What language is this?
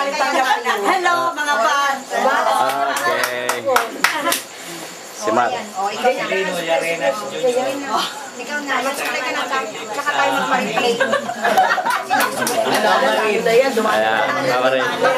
Filipino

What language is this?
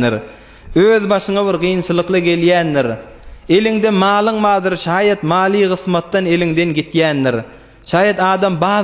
Turkmen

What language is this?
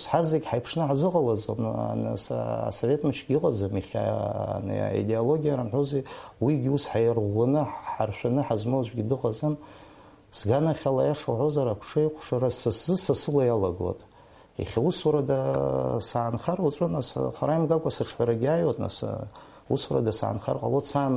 Abkhazian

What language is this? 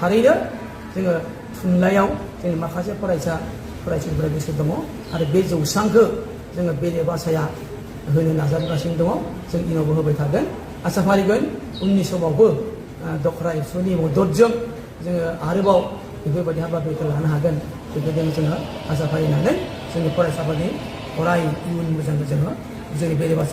Bodo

